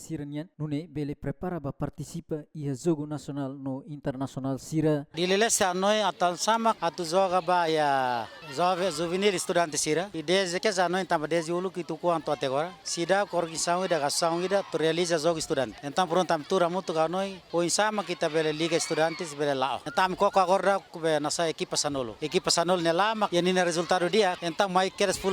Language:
Tetum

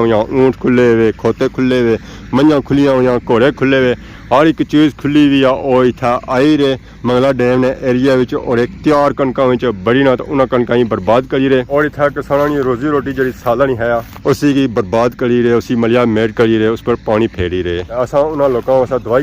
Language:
Pahari-Potwari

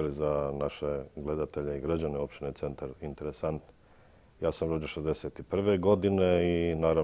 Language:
Bosnian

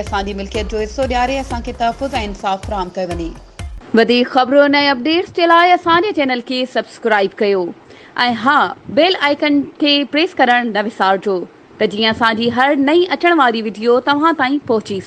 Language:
Sindhi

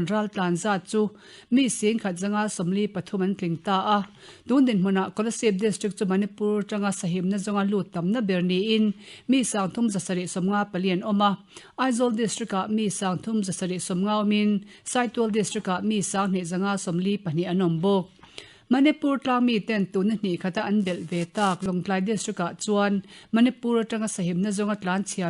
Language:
Mizo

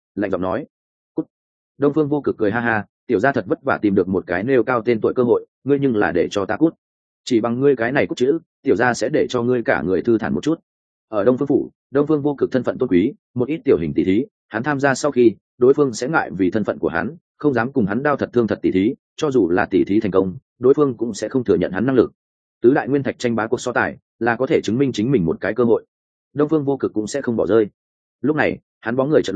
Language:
Vietnamese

